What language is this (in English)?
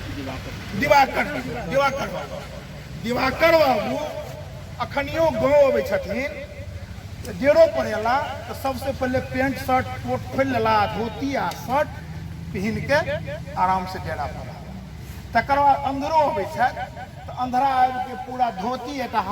Maithili